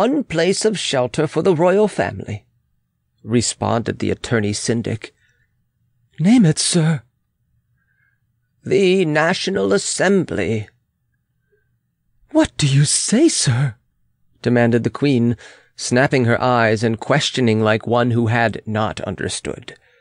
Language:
English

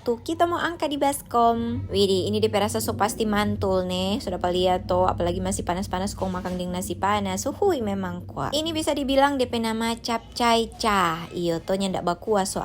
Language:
Manado Malay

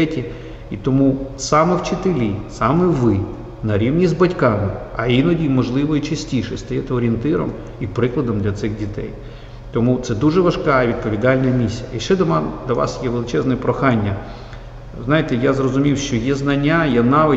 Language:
Ukrainian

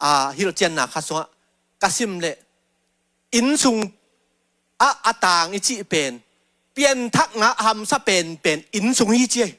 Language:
Tedim Chin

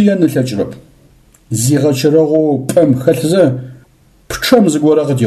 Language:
Adyghe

